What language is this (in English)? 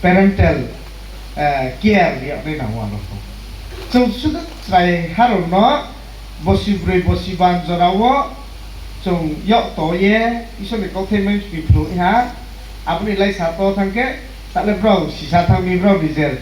Riang (India)